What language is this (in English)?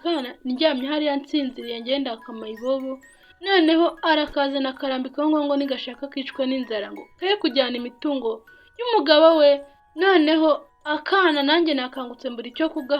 Kinyarwanda